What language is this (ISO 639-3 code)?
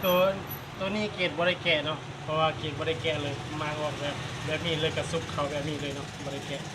lao